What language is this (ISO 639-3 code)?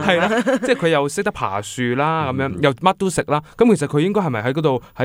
yue